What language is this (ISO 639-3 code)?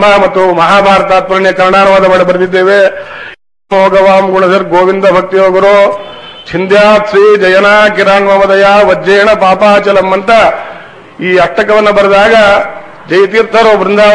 kan